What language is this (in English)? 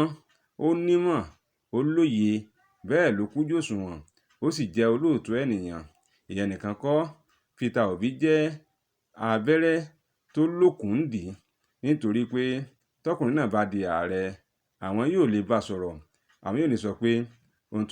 Yoruba